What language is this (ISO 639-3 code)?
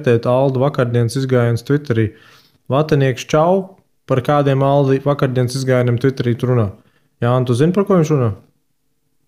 lav